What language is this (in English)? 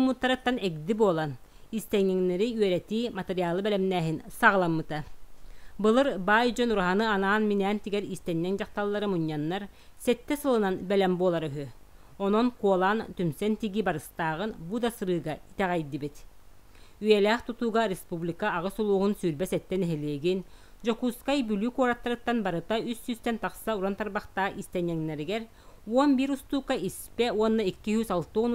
Yakut